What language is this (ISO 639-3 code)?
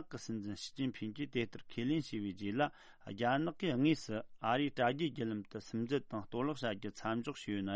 bod